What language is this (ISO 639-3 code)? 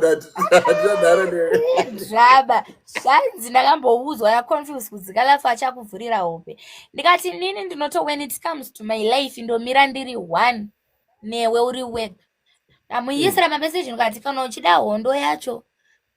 sna